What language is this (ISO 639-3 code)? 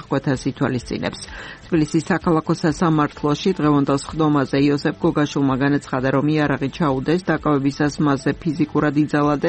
kat